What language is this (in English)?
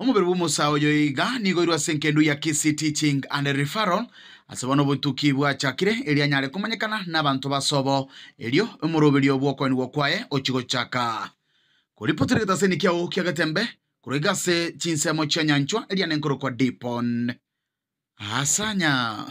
Gusii